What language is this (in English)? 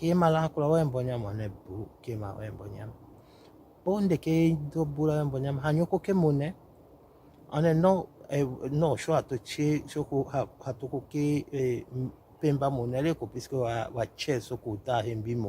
Tetela